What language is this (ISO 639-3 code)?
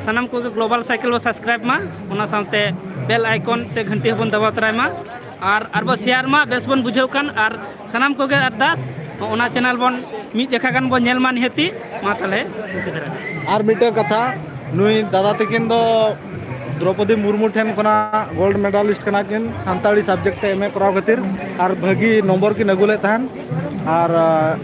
sat